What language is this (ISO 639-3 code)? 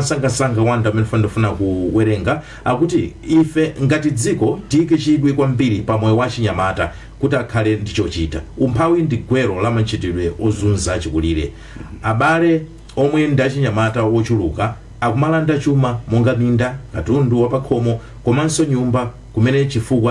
nya